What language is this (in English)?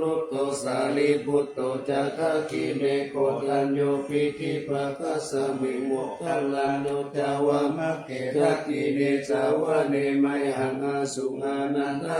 Pali